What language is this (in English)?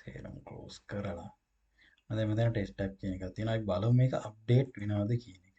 Sinhala